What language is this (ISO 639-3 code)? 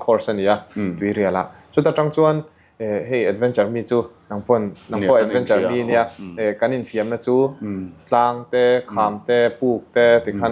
lus